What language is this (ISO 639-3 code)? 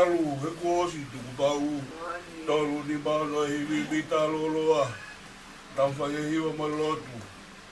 ton